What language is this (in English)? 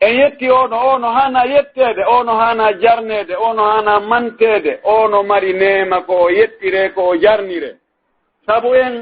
Pular